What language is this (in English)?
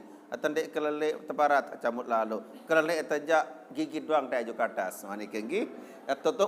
Sasak